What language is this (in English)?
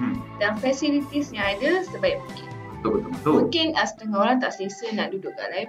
Malay